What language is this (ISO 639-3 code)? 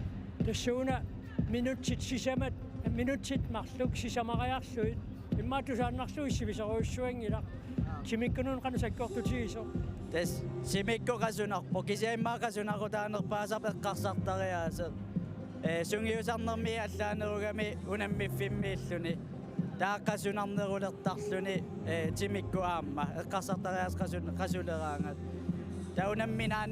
kal